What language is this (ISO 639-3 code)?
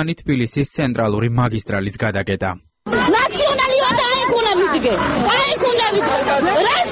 kat